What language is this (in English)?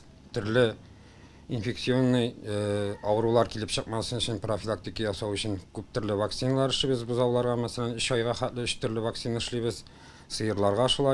Tatar